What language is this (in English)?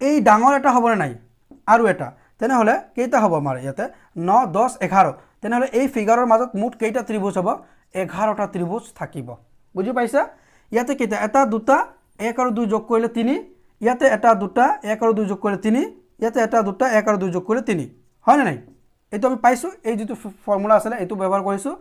Assamese